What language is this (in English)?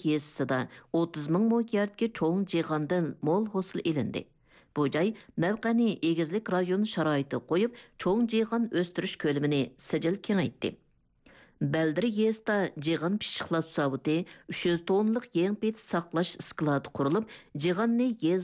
Uyghur